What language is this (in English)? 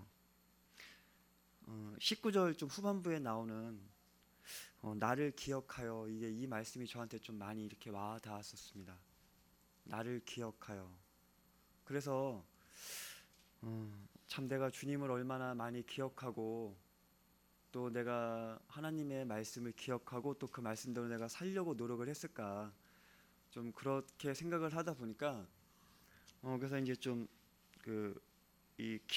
Korean